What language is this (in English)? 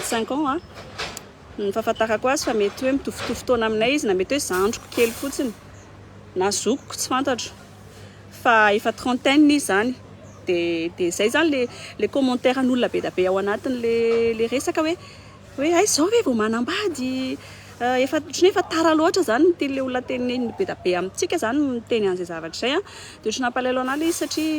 Malagasy